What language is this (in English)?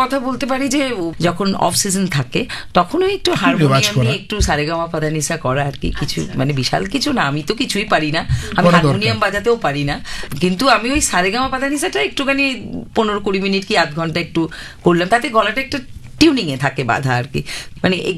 Bangla